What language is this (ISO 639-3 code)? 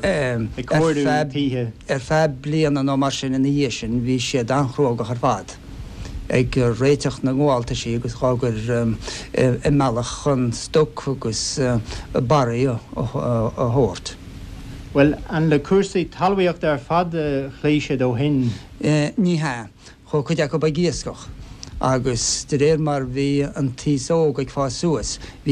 gle